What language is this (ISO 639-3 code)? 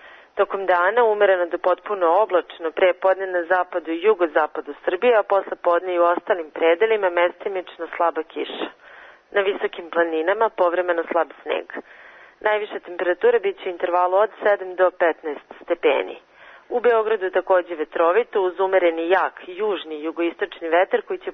srp